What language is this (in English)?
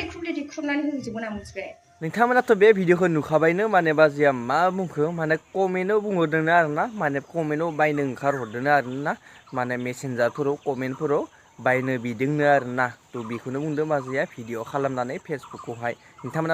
Bodo